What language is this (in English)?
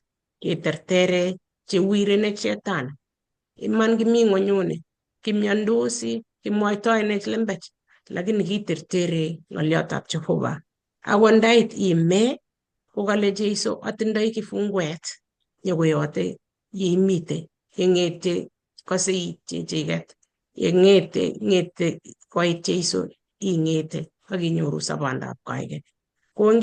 Kalenjin